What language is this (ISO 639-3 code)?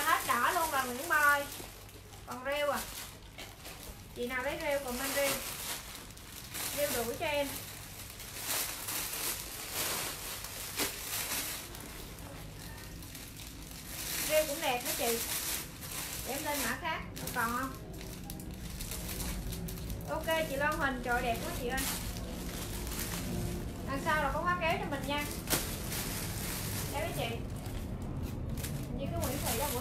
vie